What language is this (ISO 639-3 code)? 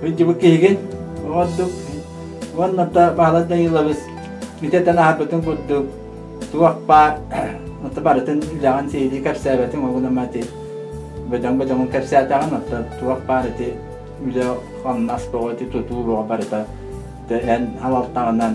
sah